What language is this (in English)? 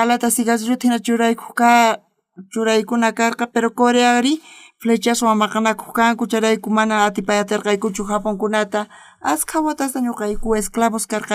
South Bolivian Quechua